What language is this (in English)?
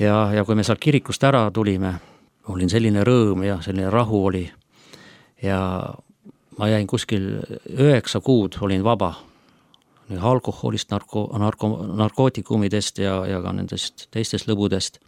Estonian